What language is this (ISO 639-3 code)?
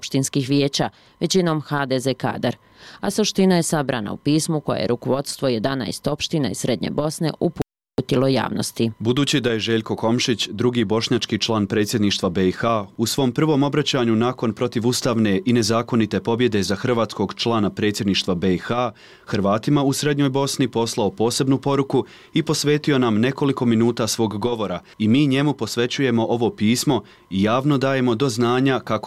hrv